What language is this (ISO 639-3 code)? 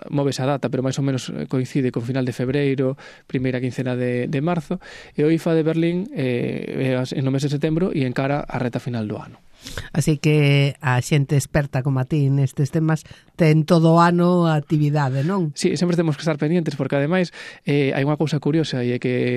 glg